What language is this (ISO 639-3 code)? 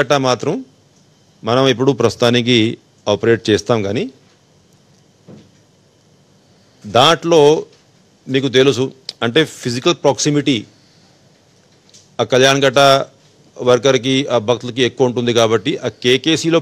tel